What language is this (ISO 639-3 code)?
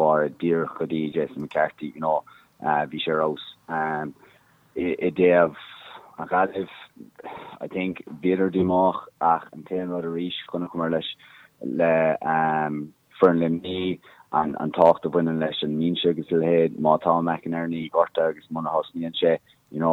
gle